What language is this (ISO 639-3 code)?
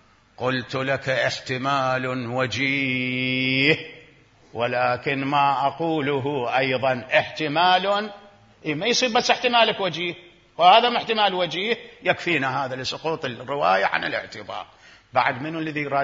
acm